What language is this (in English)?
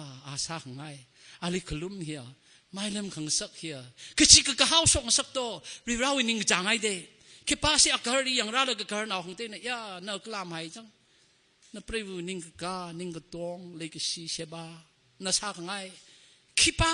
Tangkhul Naga (India)